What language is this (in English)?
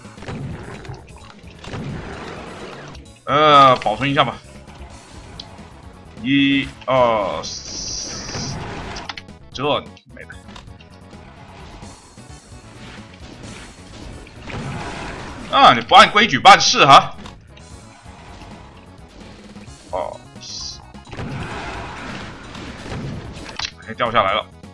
Chinese